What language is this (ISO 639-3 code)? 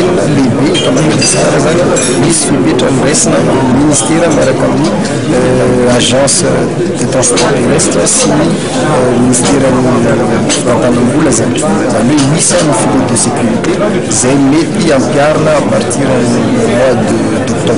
mlg